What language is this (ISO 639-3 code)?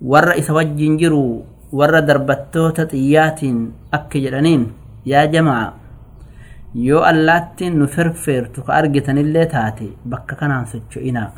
orm